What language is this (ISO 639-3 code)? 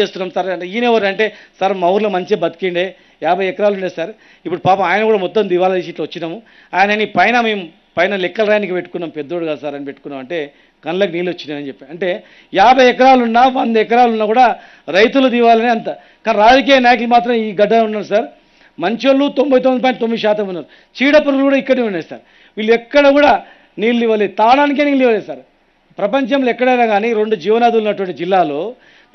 tel